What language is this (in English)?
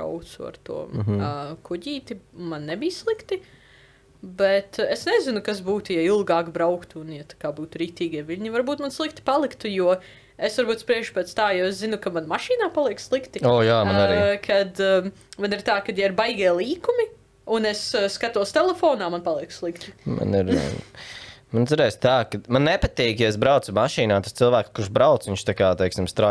Latvian